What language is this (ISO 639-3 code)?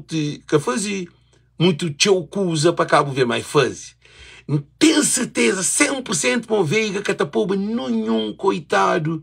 kea